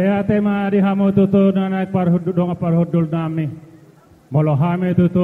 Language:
Batak Toba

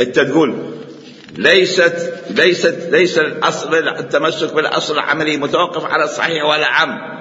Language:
Mesopotamian Arabic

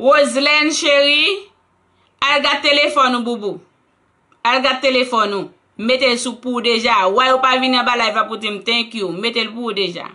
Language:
Haitian Creole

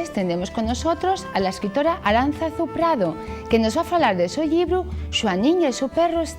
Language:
Asturian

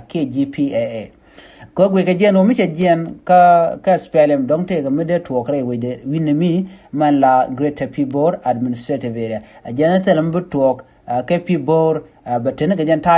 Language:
Nuer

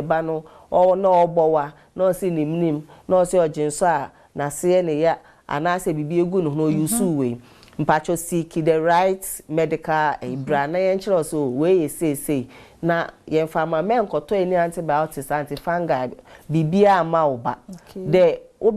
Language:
Akan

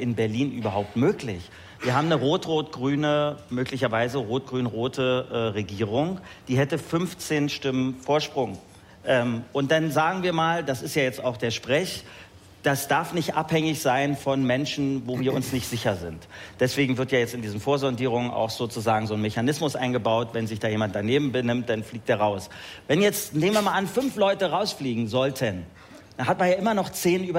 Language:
German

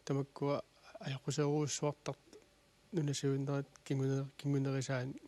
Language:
Kalaallisut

